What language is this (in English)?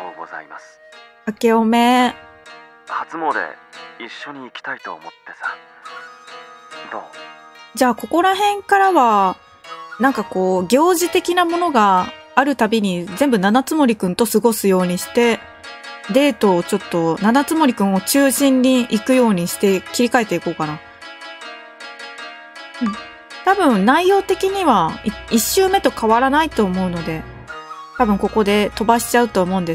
Japanese